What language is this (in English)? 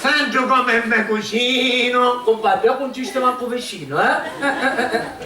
Sicilian